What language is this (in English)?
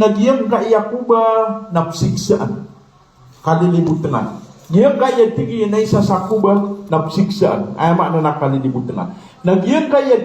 Maranao